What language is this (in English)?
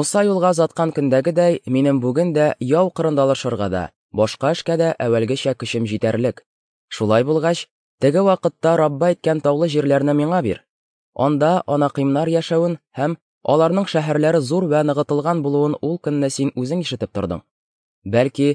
Tatar